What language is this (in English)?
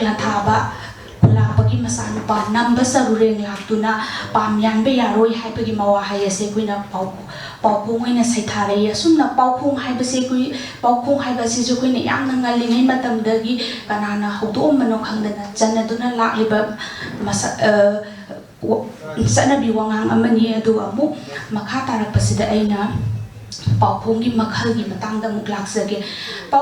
Manipuri